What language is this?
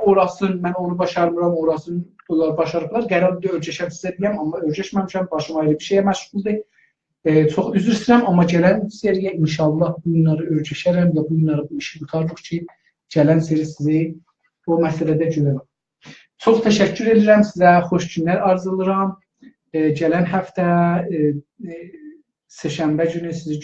South Azerbaijani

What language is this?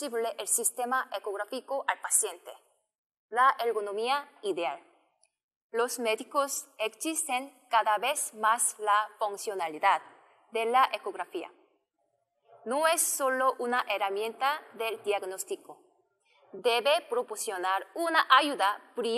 Spanish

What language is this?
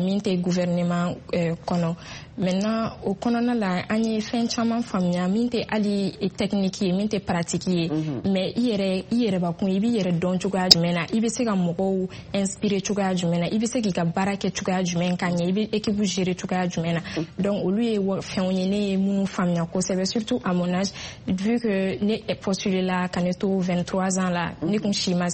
Bambara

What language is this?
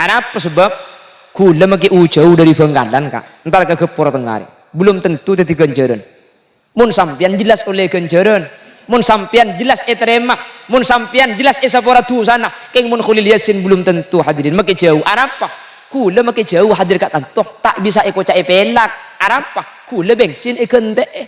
Madurese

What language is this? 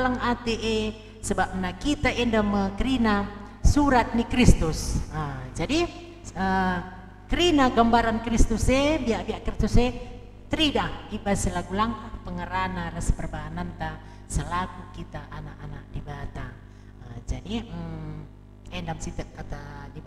Batak Karo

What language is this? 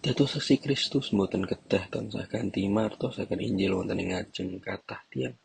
Javanese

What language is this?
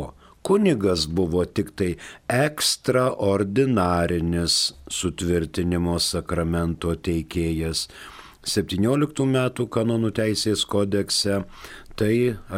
Lithuanian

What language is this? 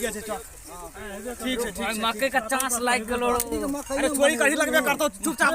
Maithili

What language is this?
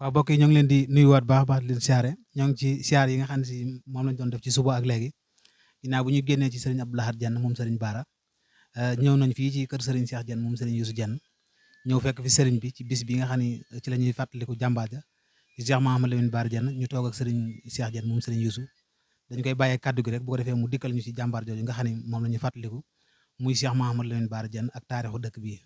Wolof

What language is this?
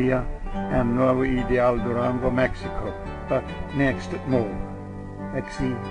Plautdietsch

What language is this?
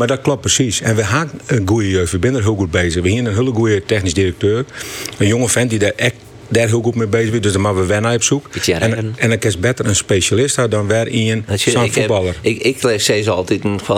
Western Frisian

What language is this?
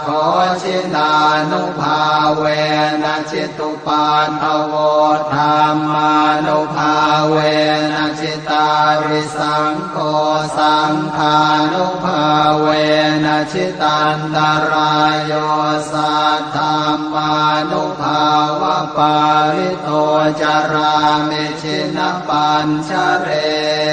Pali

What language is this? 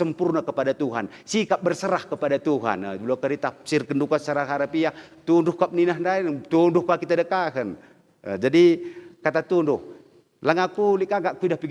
Batak Karo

